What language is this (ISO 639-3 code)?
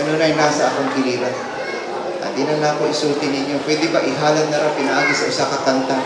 ceb